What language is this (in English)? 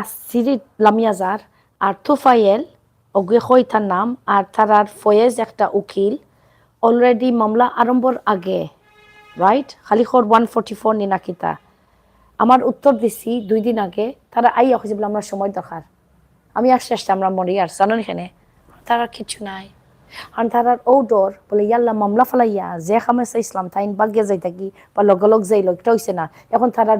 Sylheti